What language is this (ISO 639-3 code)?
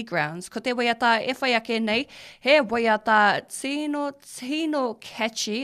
mri